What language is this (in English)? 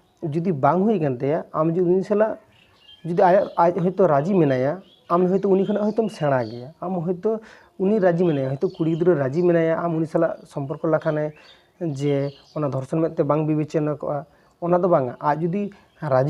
Santali